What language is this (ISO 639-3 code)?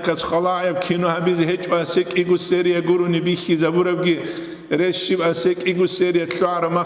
ava